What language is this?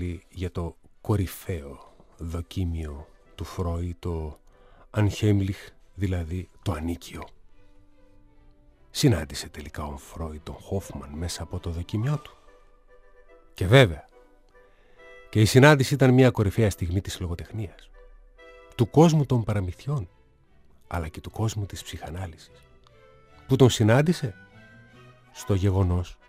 Greek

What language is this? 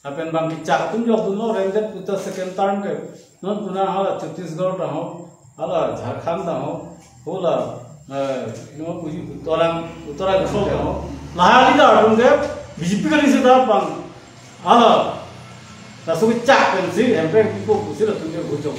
Karbi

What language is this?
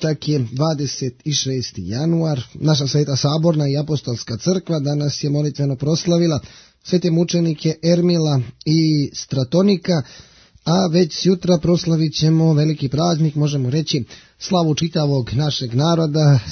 Bosnian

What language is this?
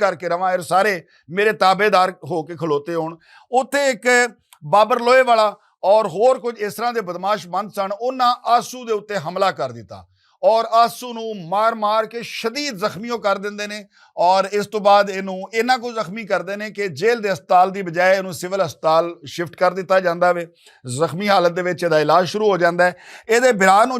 Western Panjabi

